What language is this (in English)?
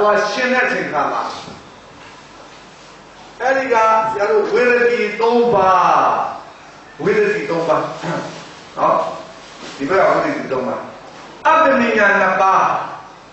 Burmese